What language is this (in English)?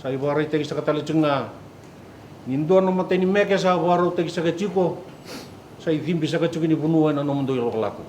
Fijian